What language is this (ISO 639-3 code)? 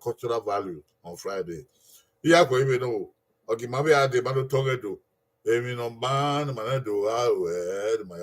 bin